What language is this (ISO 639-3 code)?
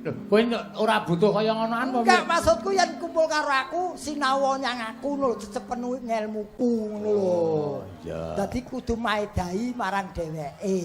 jav